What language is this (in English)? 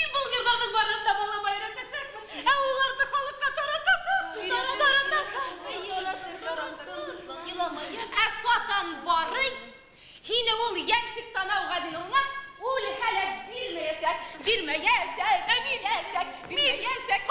Bashkir